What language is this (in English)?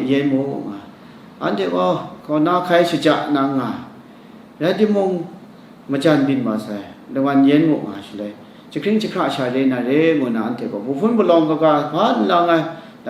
Kachin